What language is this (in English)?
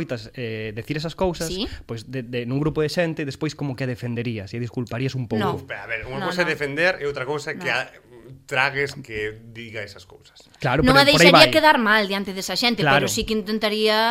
Galician